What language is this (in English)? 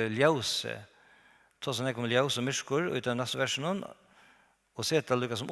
Faroese